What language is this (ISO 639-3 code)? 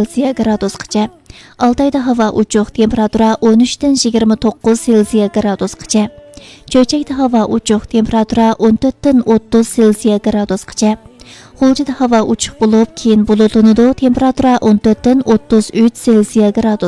uig